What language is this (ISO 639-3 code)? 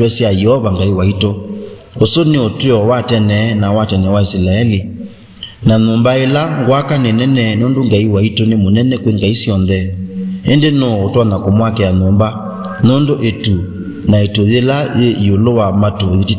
kam